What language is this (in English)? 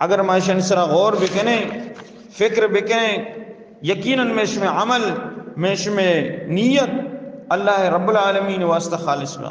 Eastern Balochi